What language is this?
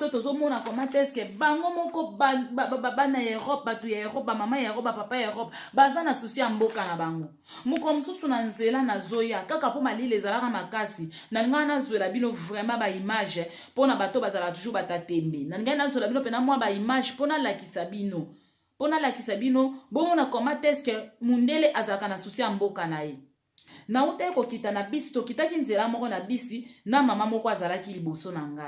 Lingala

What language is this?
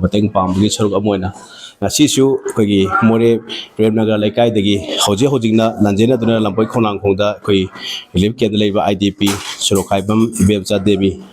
Manipuri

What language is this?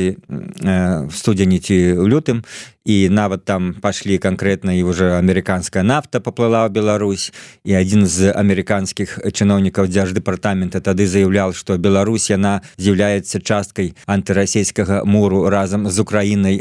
Belarusian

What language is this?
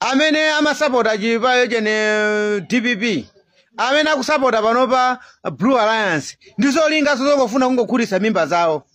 Nyanja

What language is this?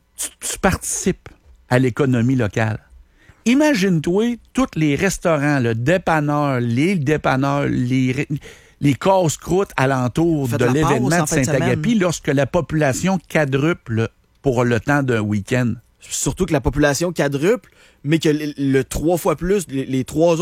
French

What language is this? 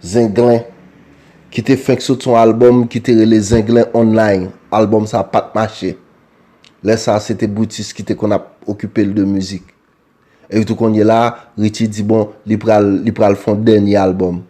Haitian Creole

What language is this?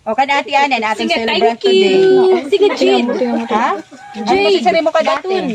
Waray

